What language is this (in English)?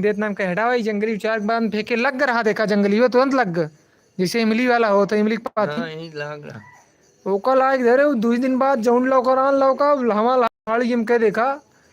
Awadhi